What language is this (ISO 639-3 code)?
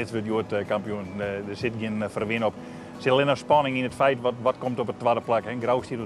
fry